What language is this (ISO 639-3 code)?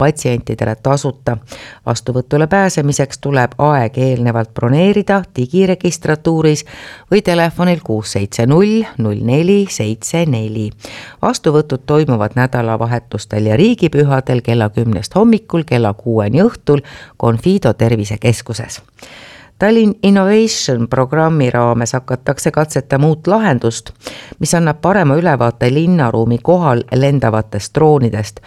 est